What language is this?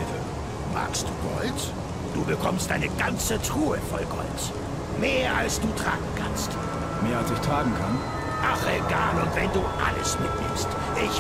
Bavarian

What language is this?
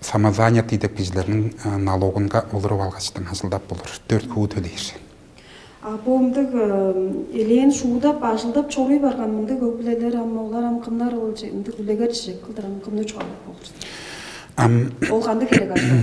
Tuvinian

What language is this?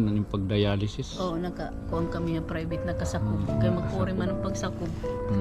Waray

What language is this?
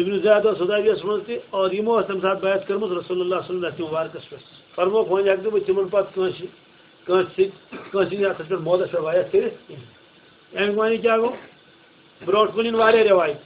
Kashmiri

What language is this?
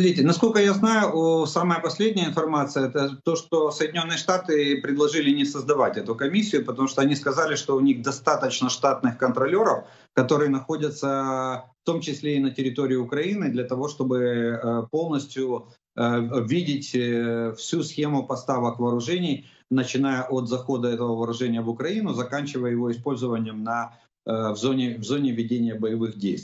Russian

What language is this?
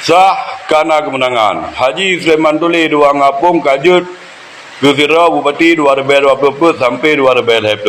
Achinese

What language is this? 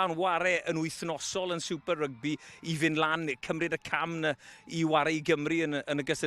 Welsh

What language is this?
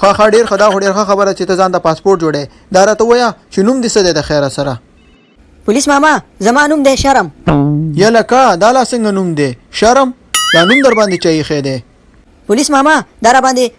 Pashto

